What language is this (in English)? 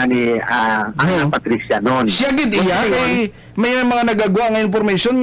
Hiligaynon